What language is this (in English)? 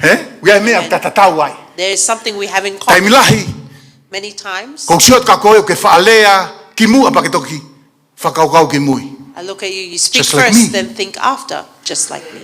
Tongan